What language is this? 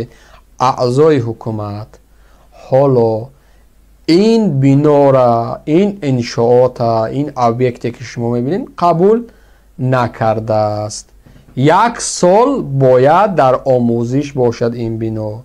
Tajik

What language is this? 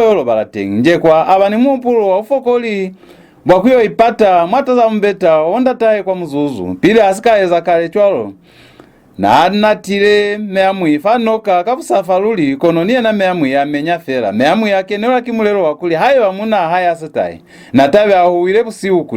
Lozi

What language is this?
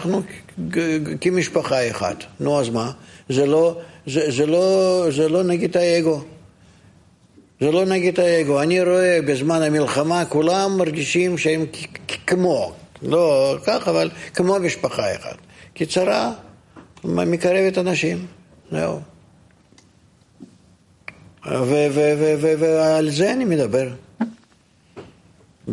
Hebrew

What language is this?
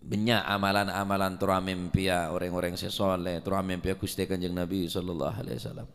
Madurese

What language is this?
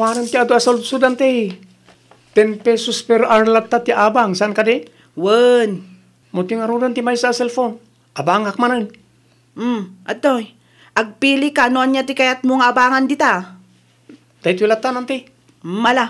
Iloko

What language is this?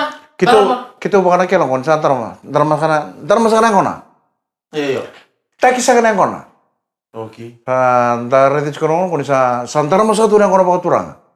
Fijian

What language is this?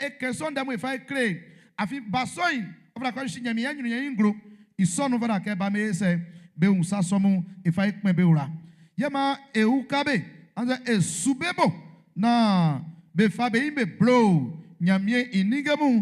Baoulé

